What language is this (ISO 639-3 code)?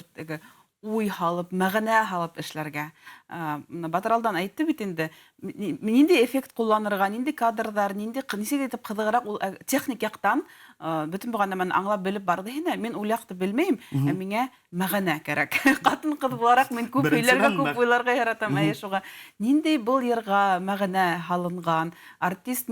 bak